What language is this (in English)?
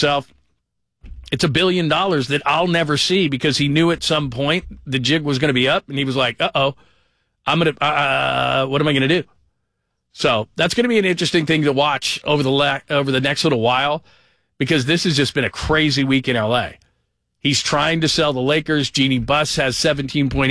English